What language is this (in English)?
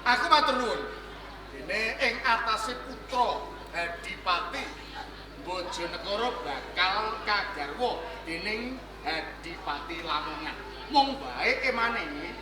Javanese